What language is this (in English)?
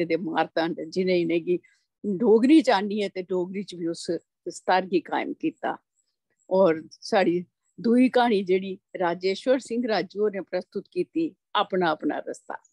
Dogri